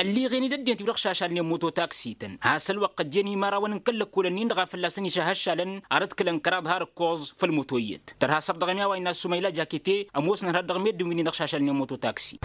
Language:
Tamasheq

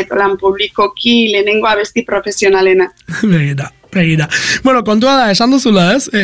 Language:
Basque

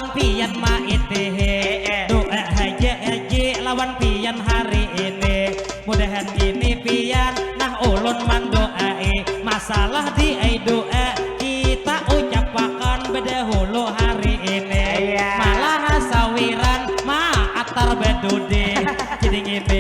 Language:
Banjar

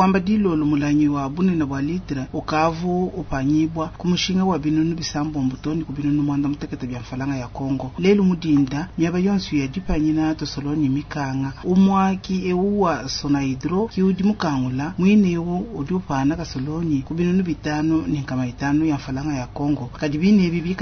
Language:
Luba-Lulua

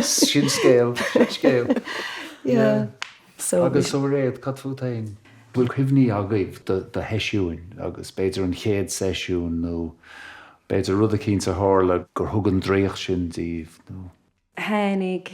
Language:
Irish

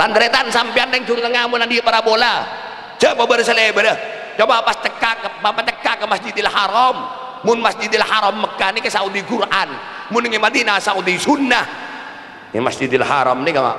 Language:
Madurese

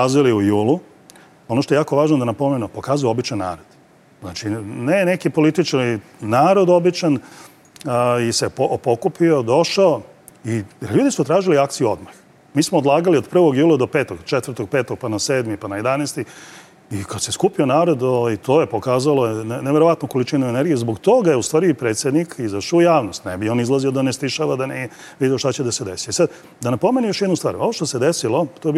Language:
Serbian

